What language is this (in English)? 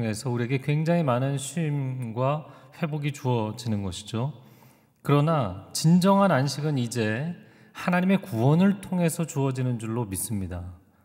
Korean